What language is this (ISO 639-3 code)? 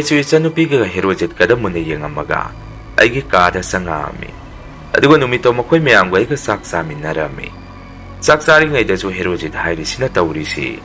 mni